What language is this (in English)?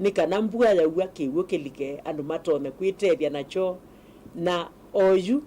Kamba